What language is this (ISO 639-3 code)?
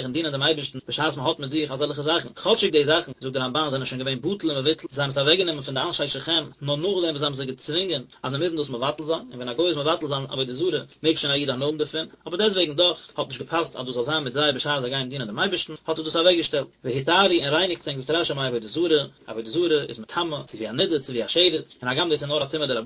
yid